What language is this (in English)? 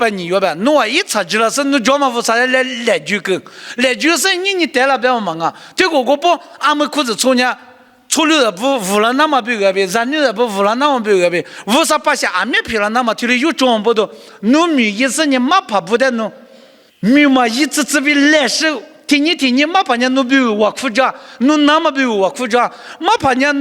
Lisu